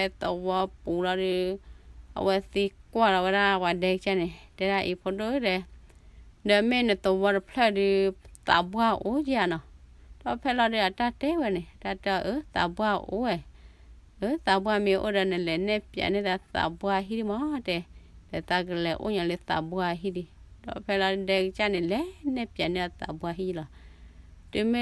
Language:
S'gaw Karen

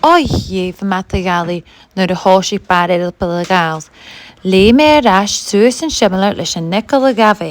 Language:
Scottish Gaelic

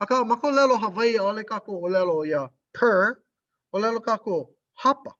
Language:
Hawaiian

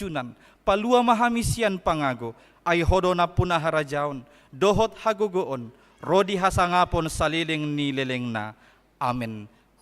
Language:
Batak Toba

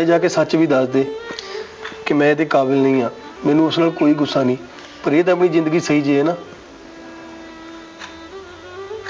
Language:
Punjabi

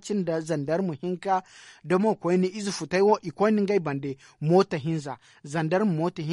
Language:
Zarma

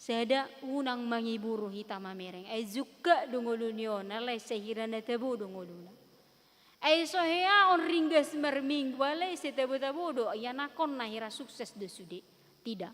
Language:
Batak Toba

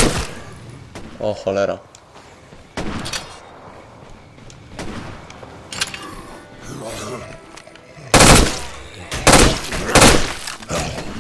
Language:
Polish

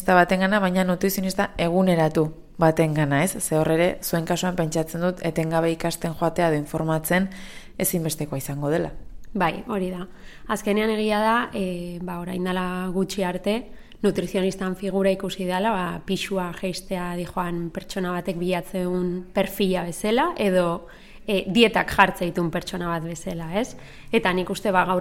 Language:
Basque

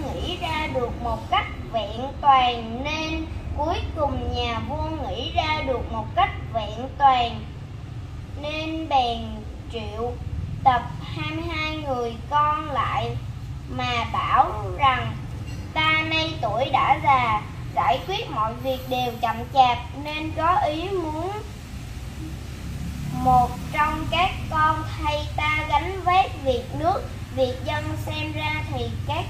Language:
Vietnamese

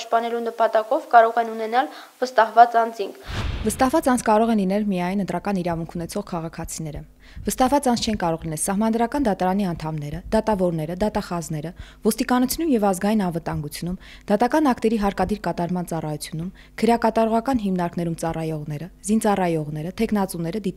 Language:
Armenian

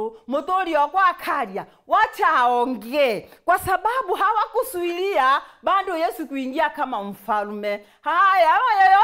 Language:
Meru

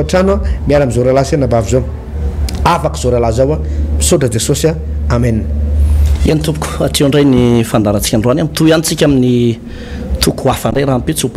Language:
Malagasy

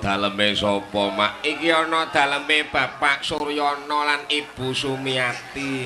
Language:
Javanese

